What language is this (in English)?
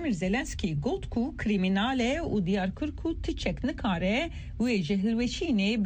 Kurdish